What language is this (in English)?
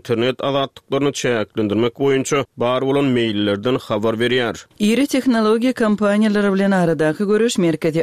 Turkmen